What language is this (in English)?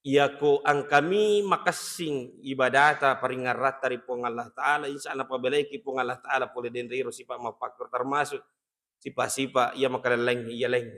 Buginese